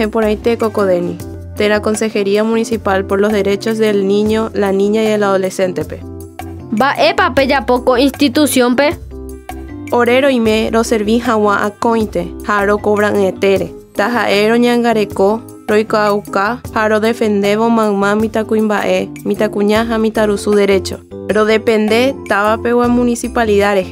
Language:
Guarani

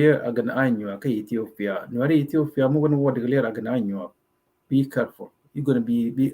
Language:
Nuer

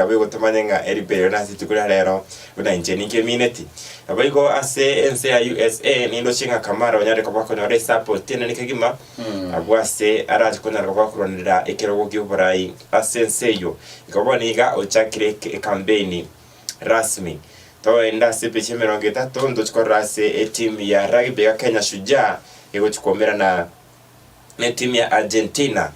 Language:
Gusii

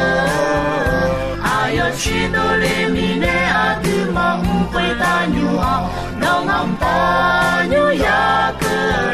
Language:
Akha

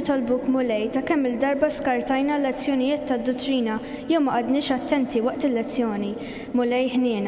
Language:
Maltese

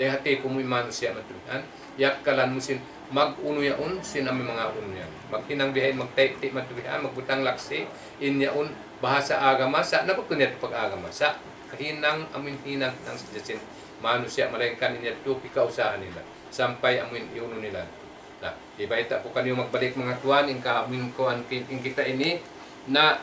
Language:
Tausug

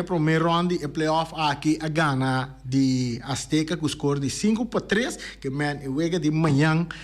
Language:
Papiamento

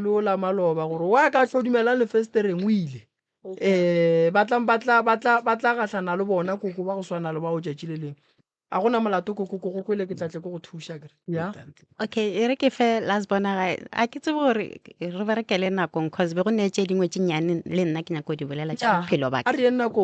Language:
Northern Sotho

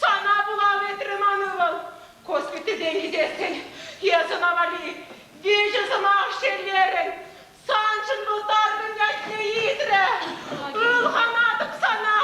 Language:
Chuvash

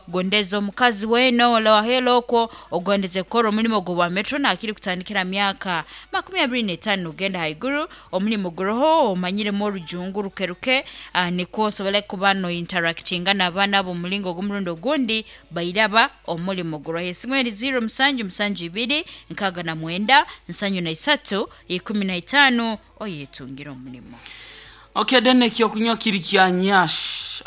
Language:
Nyoro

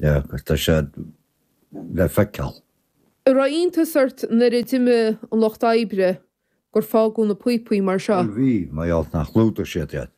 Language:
Irish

